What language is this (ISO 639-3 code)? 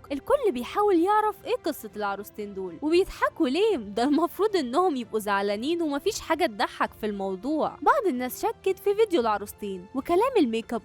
arz